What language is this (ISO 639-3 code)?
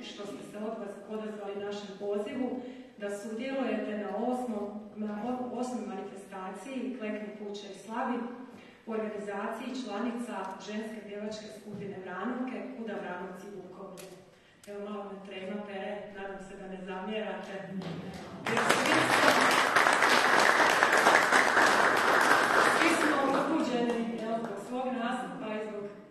hrv